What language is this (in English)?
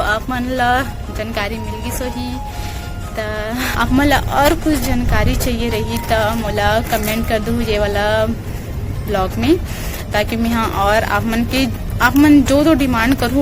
Chhattisgarhi